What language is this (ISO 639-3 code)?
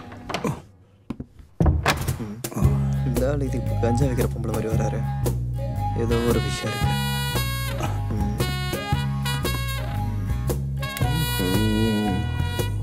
tam